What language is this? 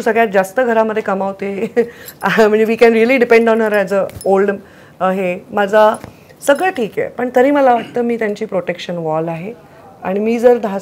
Marathi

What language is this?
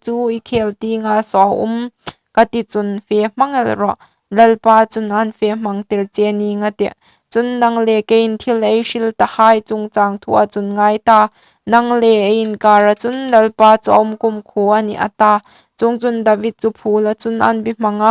Hmar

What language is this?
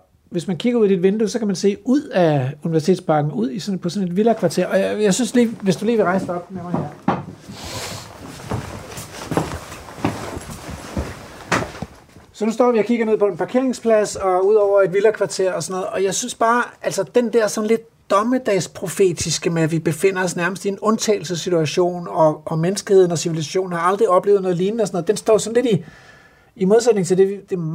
Danish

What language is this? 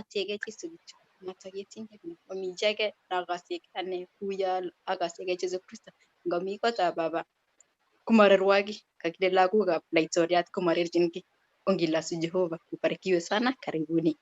Kalenjin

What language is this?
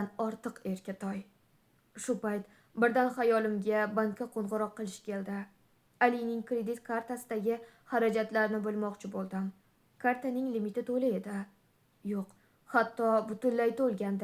Uzbek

